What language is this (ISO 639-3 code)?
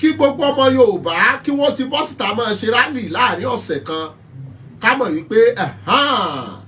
yor